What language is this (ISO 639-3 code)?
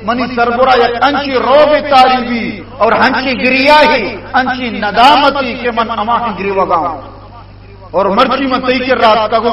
bal